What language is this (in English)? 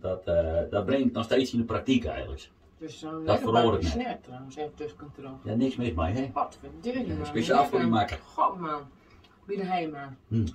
Western Frisian